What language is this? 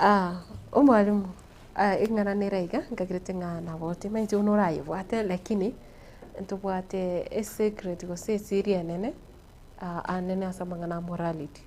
Gusii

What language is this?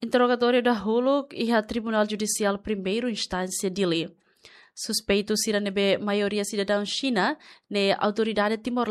Tetum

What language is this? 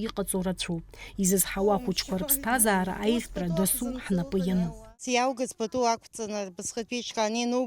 Abkhazian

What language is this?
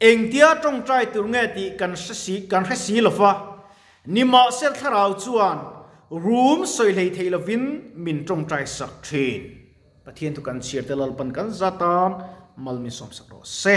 Mizo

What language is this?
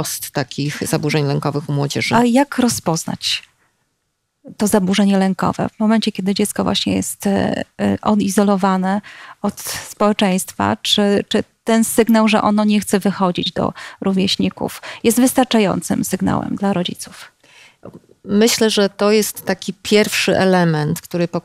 Polish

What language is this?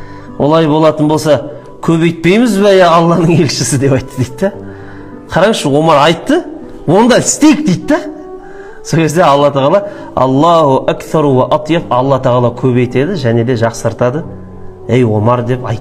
Kazakh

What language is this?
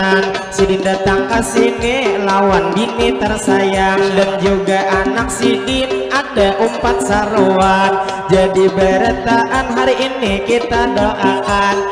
Banjar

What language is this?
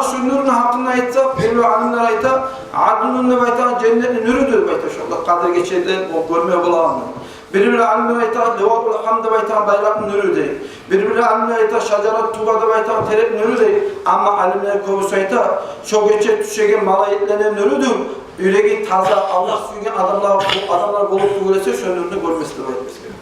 Kumyk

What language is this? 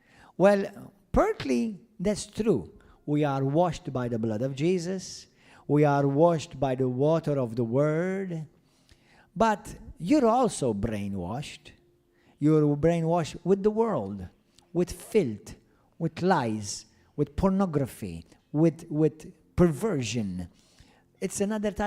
English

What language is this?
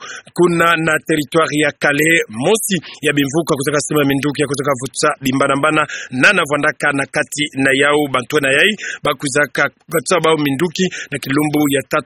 Kituba (Democratic Republic of Congo)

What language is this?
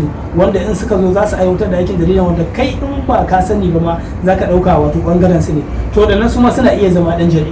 Hausa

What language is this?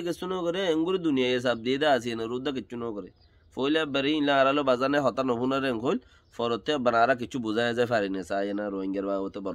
Rohingya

